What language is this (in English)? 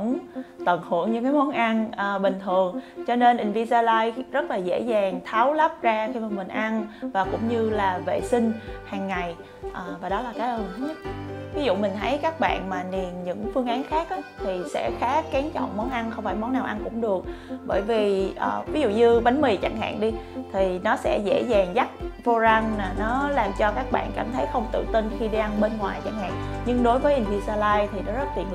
Vietnamese